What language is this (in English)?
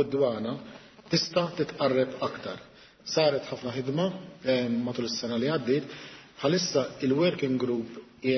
Maltese